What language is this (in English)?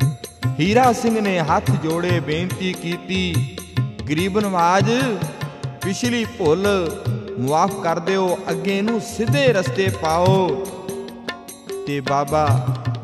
Punjabi